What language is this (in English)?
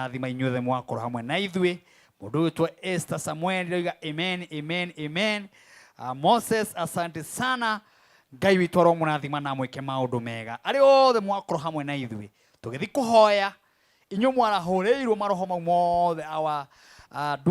Kikuyu